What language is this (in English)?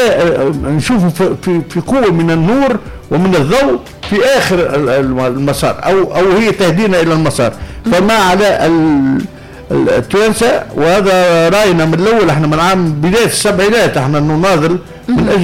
Tunisian Arabic